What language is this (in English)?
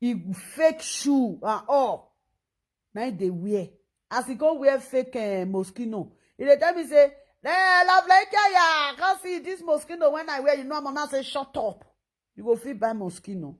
Nigerian Pidgin